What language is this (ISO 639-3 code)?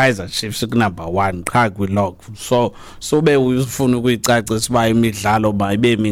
xho